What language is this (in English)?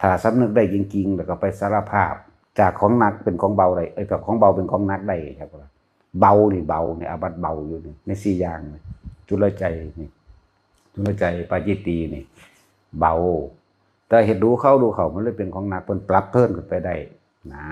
Northeastern Thai